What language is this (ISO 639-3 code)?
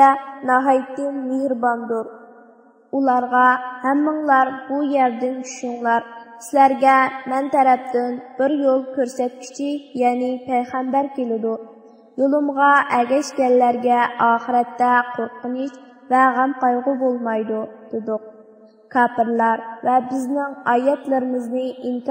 uig